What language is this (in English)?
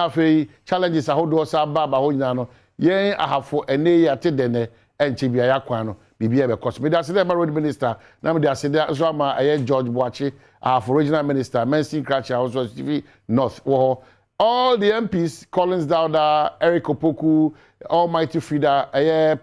Akan